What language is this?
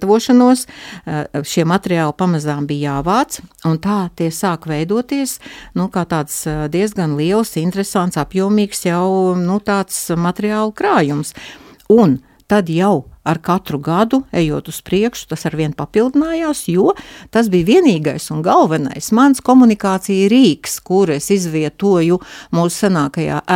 Latvian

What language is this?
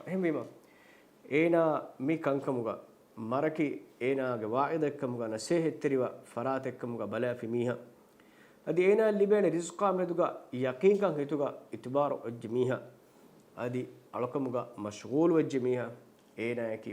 Divehi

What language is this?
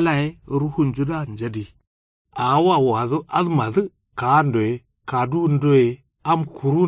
Kanuri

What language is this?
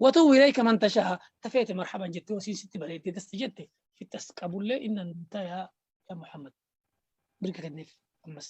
Oromo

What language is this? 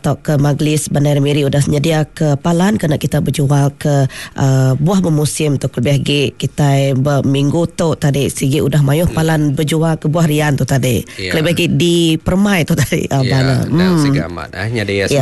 Iban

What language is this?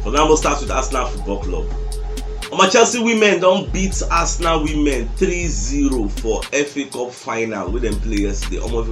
Nigerian Pidgin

